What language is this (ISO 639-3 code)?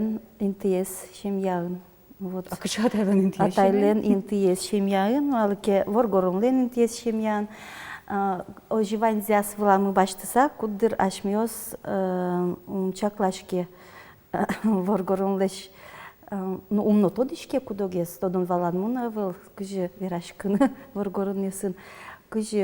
udm